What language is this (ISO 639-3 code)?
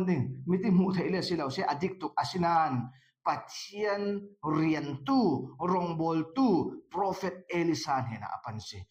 cfm